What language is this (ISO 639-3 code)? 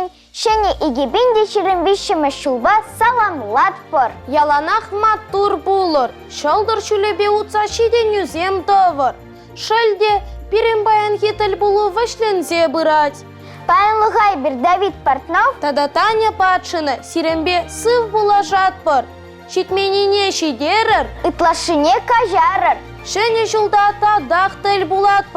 chv